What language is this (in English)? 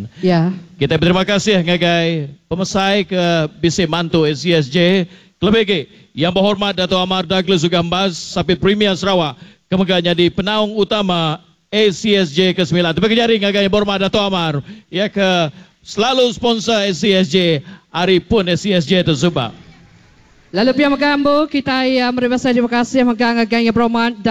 Iban